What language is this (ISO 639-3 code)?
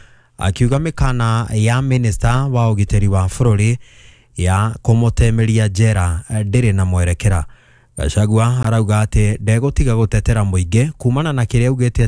kik